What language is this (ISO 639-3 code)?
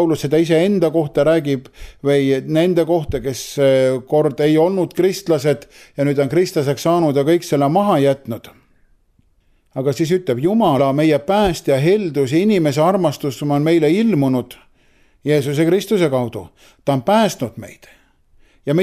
est